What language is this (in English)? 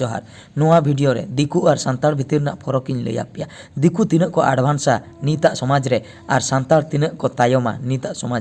Santali